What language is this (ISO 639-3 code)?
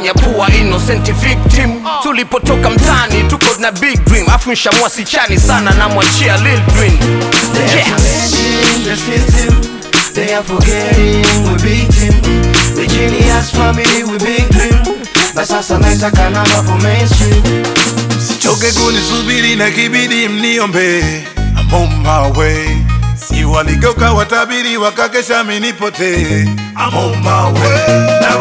swa